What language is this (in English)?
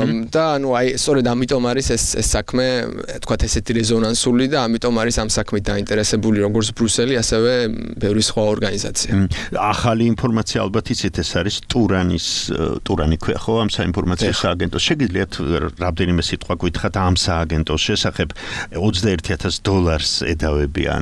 Georgian